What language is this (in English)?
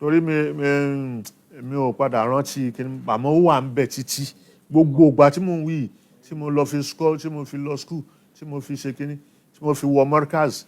Yoruba